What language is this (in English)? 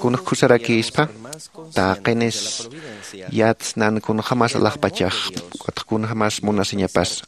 Aymara